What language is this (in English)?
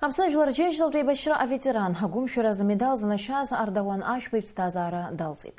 Abkhazian